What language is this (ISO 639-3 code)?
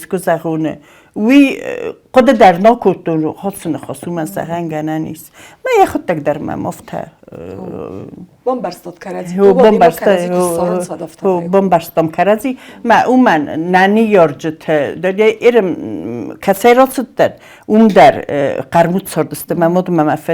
oss